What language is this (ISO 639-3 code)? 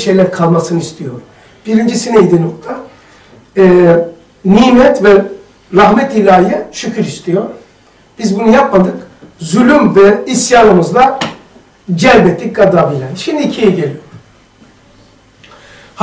tur